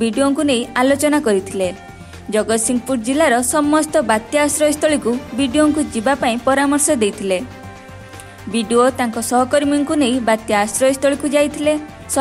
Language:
Odia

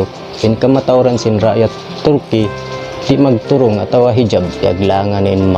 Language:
Tausug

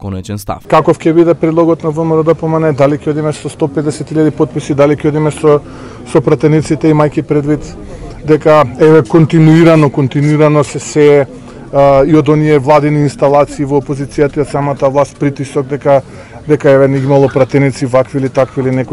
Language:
Macedonian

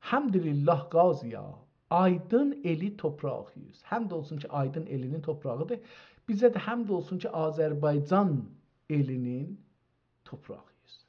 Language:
South Azerbaijani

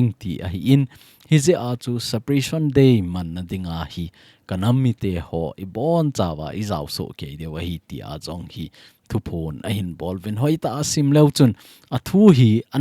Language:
Thado Chin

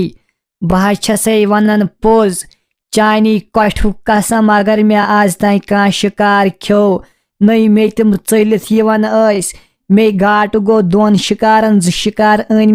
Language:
Kashmiri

